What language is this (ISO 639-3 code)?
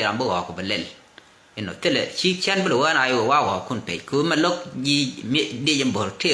nus